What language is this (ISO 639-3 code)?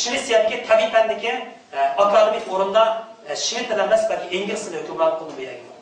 uig